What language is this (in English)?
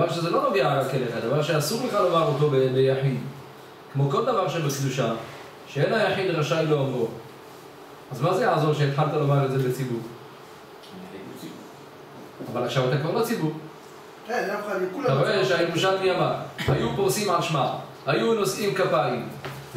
Hebrew